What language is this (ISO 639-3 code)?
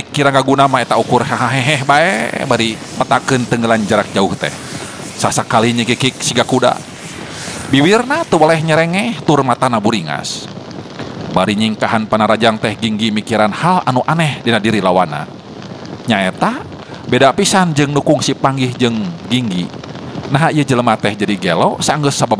sun